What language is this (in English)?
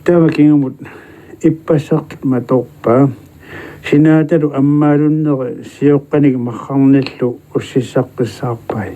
Kalaallisut